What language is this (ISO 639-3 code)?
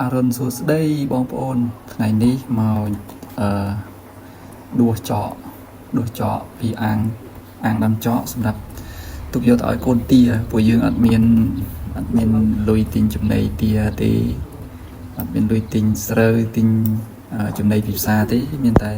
khm